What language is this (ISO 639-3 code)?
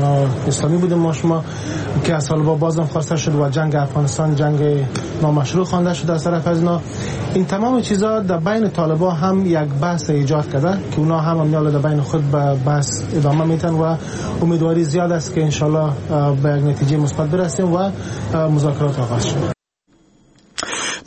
fas